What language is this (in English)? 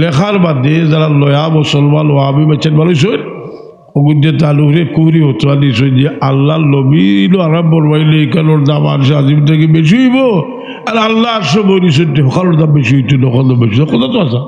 Sylheti